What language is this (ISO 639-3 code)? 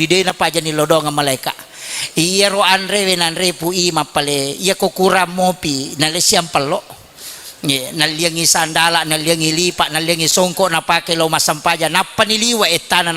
bug